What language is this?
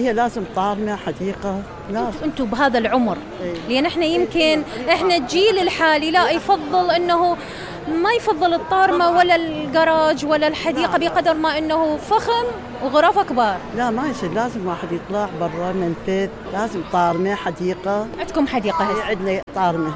Mesopotamian Arabic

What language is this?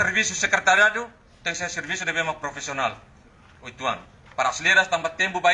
Tetum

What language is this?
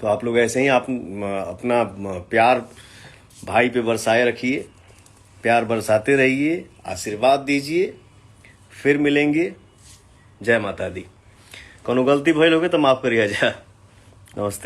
Bhojpuri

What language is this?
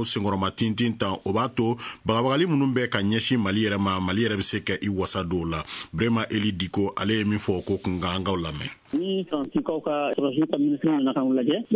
Bambara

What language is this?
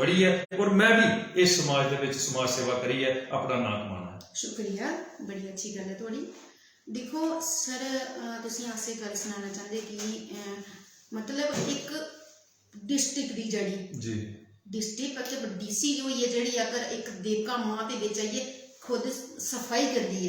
Dogri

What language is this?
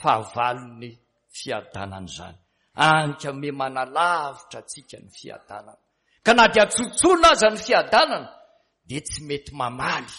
Malagasy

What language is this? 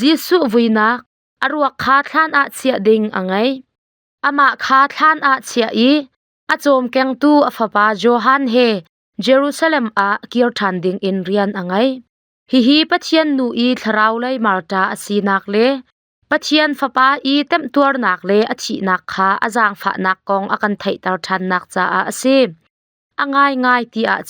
Hakha Chin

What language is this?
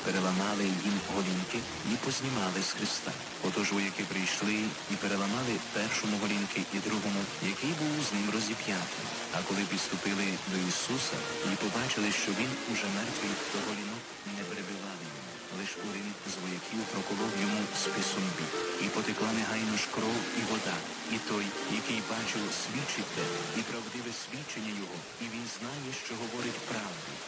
Ukrainian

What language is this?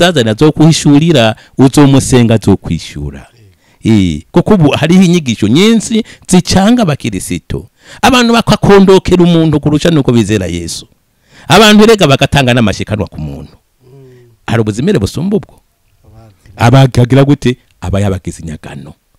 Rundi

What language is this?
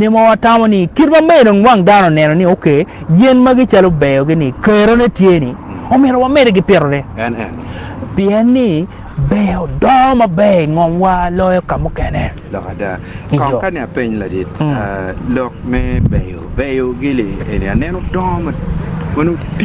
Acoli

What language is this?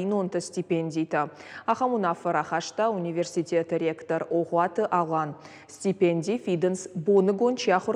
Ossetic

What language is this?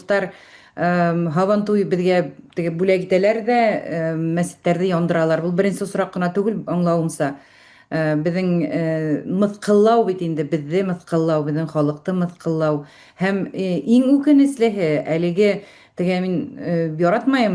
Bashkir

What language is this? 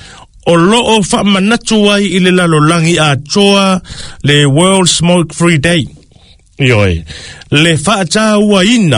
Samoan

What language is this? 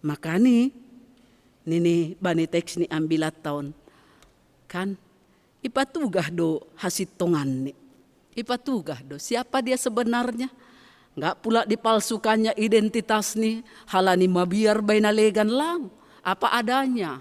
Batak Simalungun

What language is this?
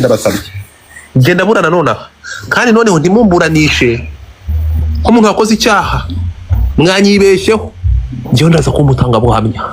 Kinyarwanda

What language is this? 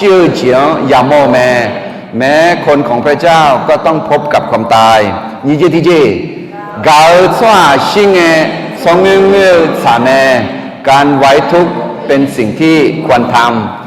Akha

